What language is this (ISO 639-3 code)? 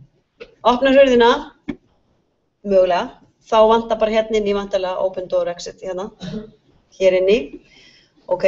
isl